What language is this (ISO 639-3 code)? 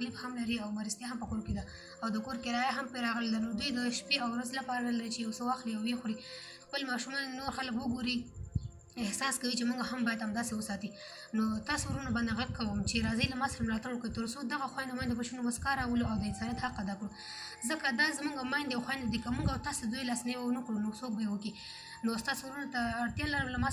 pus